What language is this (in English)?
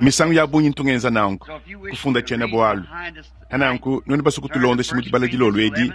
Luba-Lulua